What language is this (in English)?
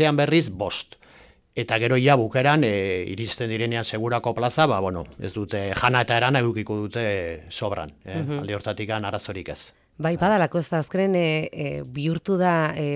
Basque